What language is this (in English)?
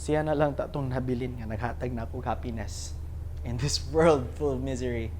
Cebuano